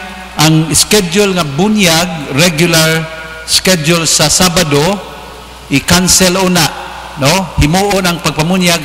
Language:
Cebuano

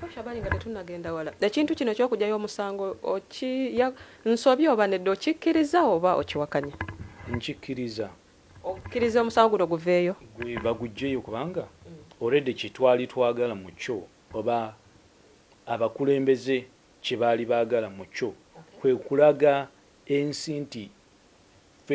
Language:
Ganda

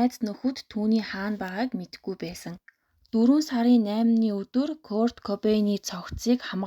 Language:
Mongolian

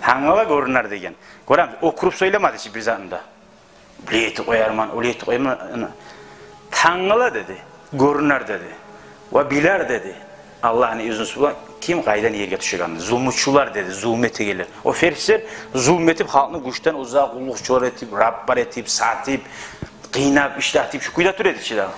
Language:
Kumyk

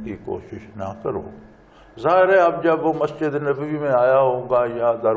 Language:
Urdu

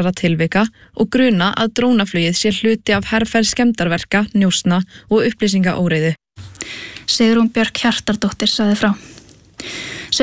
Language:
Icelandic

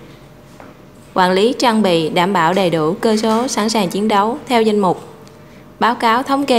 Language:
Vietnamese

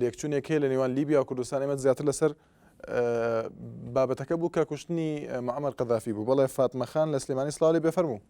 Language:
Central Kurdish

